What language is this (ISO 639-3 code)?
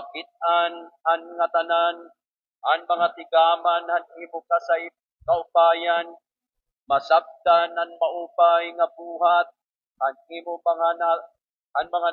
war